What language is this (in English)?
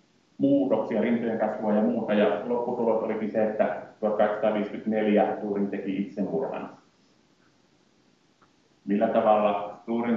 Finnish